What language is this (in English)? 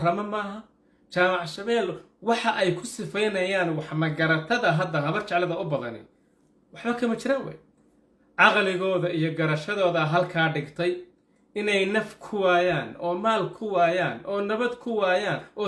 Somali